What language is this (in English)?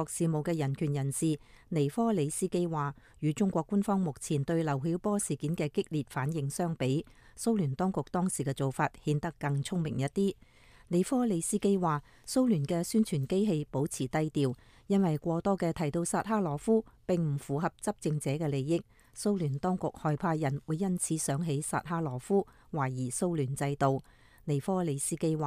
Cantonese